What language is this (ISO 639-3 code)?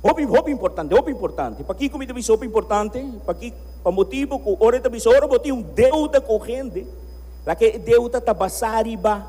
pap